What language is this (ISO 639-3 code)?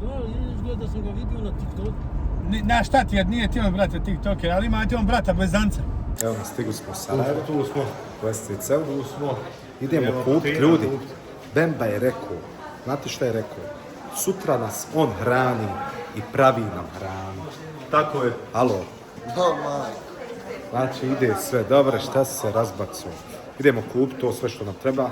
bos